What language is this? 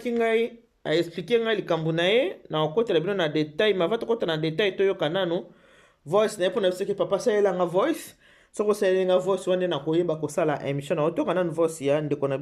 Lingala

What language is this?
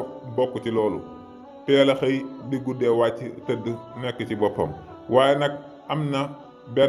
Wolof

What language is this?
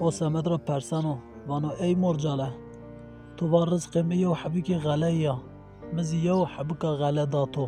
Zaza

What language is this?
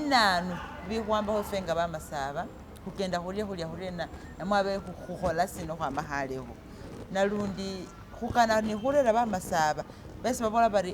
Masaaba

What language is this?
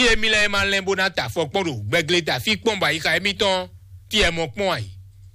Fon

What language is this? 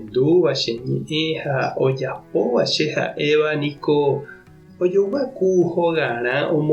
Guarani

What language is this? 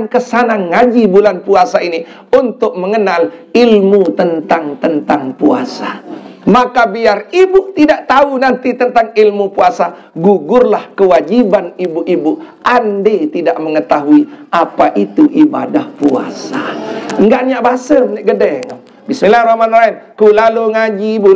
Sasak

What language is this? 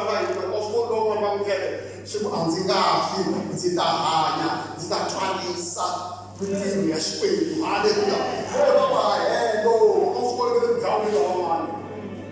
Tsonga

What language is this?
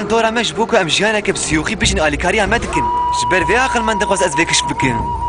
Kurdish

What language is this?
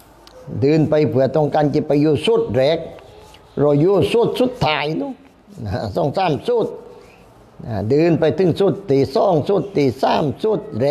Thai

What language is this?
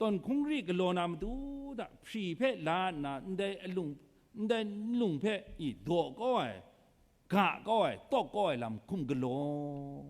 Kachin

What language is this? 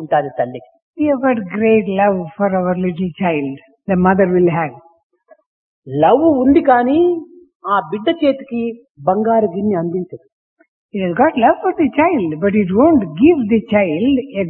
Telugu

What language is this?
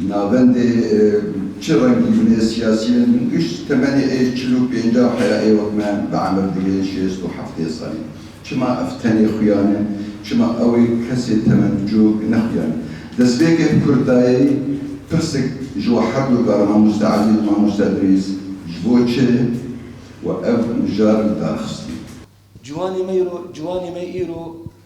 Kurdish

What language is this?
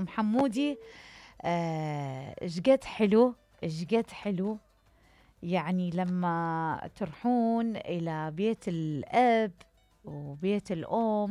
Mesopotamian Arabic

